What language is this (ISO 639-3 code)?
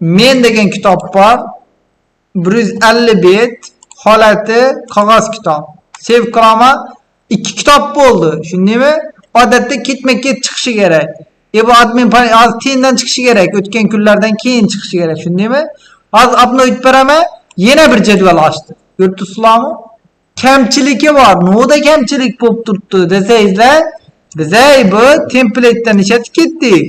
uzb